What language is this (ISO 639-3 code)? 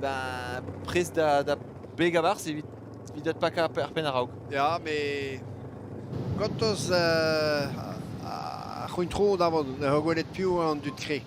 bre